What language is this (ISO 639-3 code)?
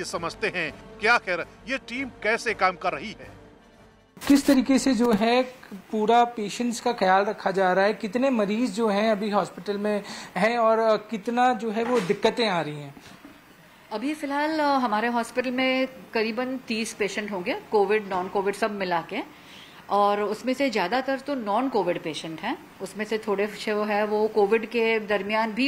hin